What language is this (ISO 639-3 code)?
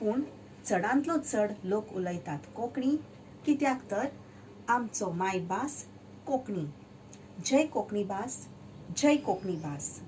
kok